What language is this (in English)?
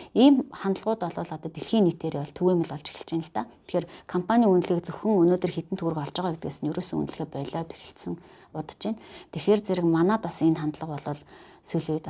Mongolian